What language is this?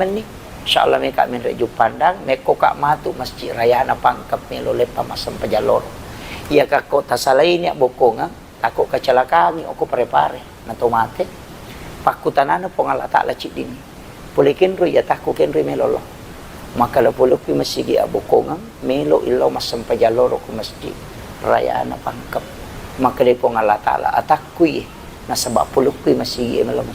Buginese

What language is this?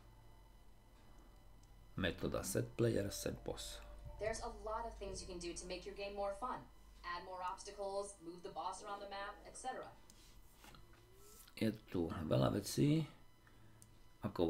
Slovak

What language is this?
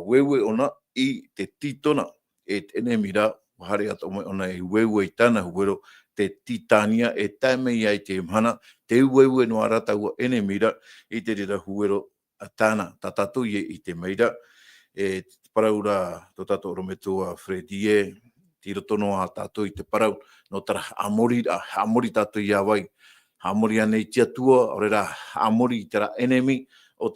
Tahitian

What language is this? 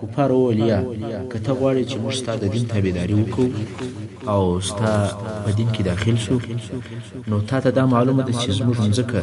Pashto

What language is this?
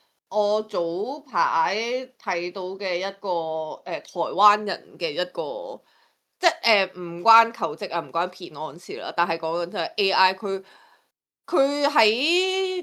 Cantonese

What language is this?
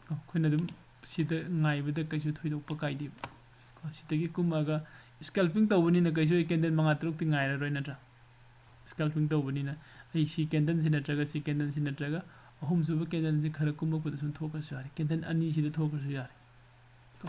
Manipuri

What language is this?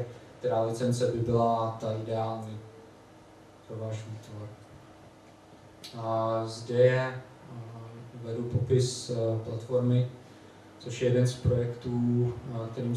Czech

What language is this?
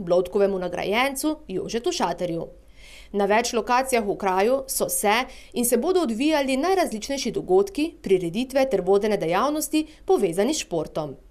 Slovenian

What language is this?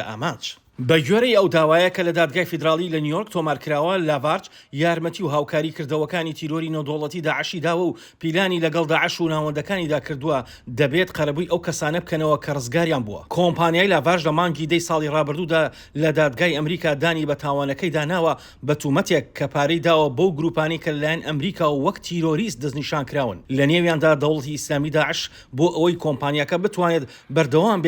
Central Kurdish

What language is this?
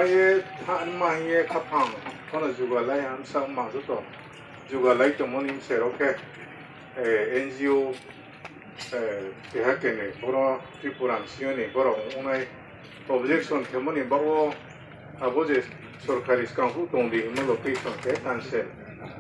Riang (India)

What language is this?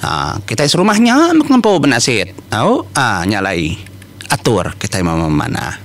Iban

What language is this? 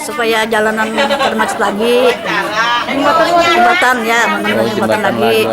Banjar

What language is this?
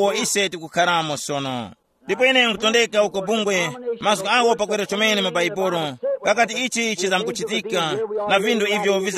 Tumbuka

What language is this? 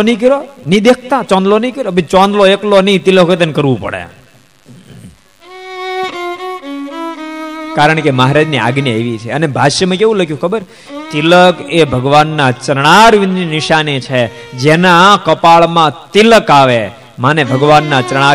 Gujarati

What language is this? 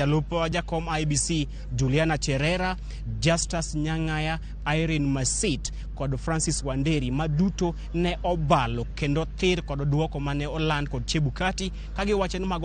Luo (Kenya and Tanzania)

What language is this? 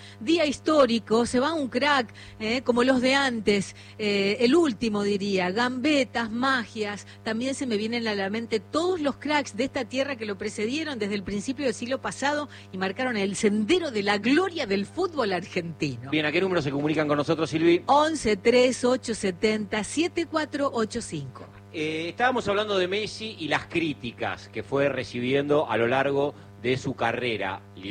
Spanish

